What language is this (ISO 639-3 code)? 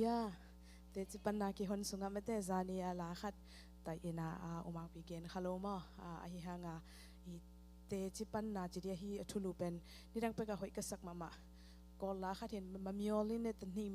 ctd